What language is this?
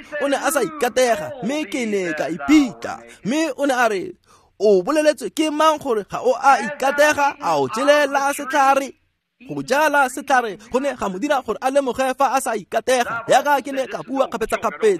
Tswana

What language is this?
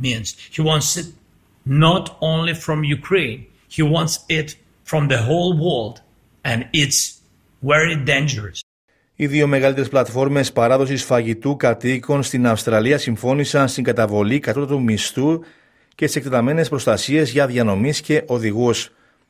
Greek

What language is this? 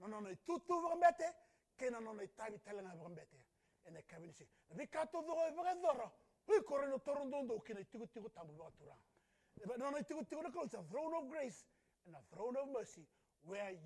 Fijian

